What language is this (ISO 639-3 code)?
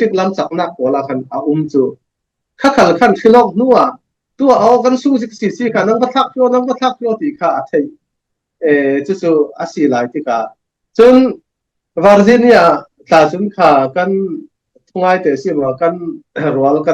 cfm